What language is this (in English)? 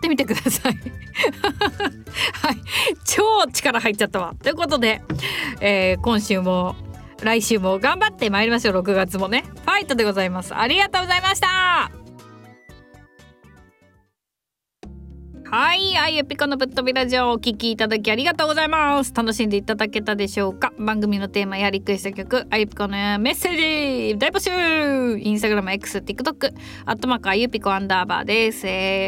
Japanese